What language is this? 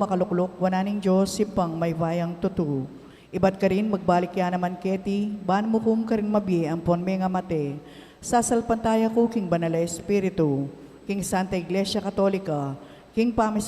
Pampanga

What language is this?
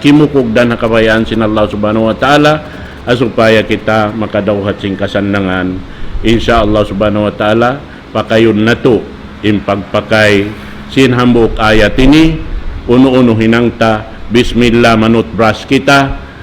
Tausug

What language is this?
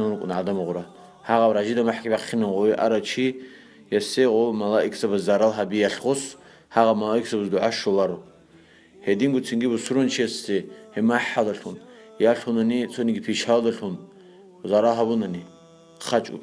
Avaric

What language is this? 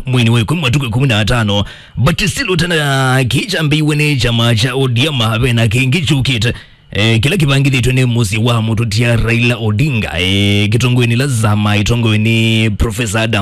Kamba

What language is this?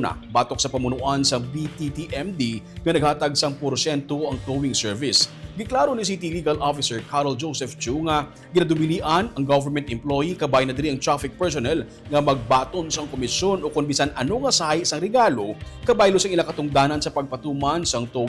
Hiligaynon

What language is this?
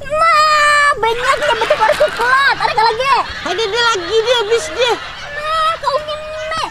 Banjar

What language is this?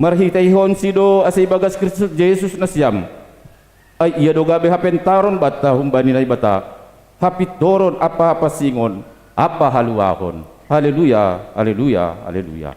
Batak Simalungun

